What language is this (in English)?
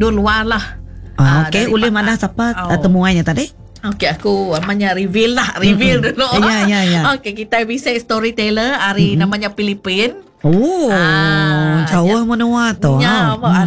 Iban